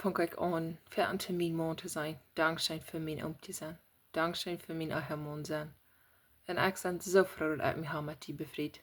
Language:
Plautdietsch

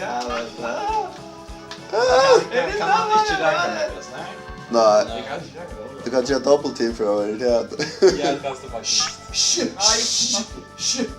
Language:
Faroese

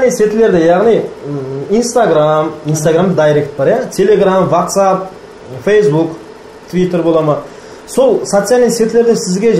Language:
Kara-Kalpak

